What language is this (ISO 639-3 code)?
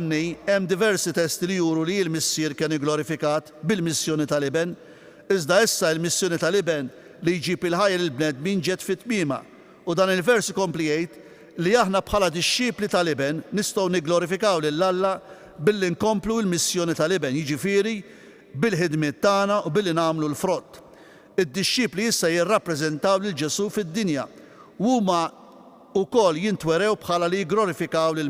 mlt